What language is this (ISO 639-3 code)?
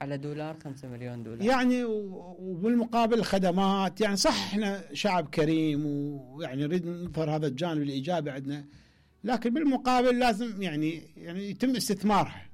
acm